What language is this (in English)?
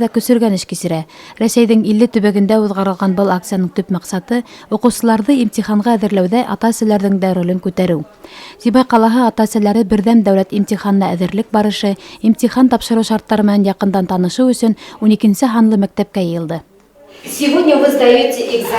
Bashkir